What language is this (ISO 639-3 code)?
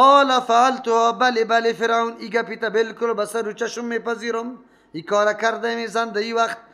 fas